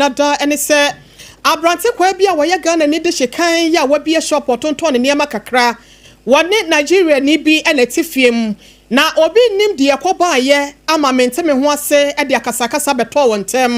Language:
Akan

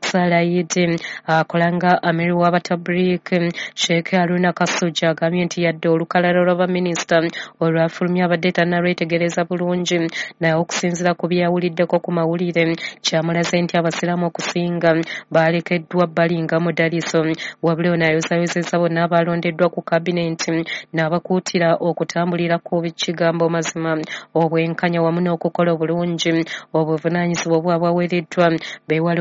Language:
Ganda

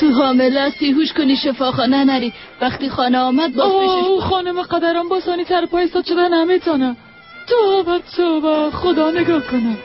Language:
Persian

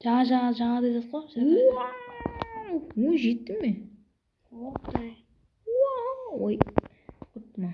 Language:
Kara-Kalpak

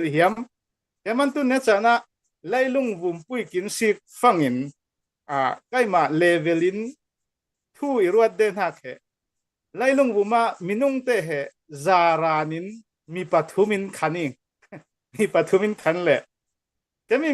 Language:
Falam Chin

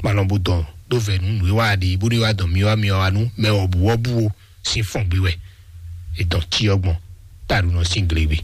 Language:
Fon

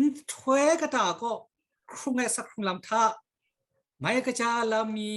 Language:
Kachin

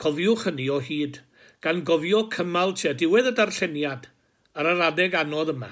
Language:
Welsh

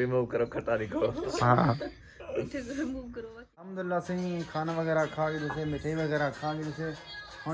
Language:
Saraiki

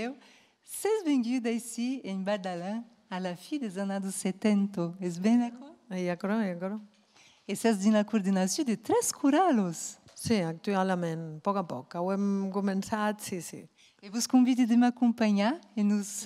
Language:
Occitan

